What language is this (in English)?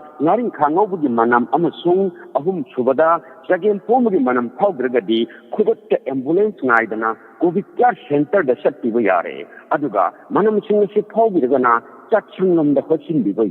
Manipuri